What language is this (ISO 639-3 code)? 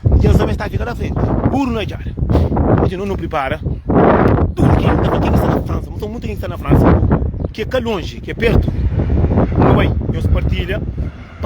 kea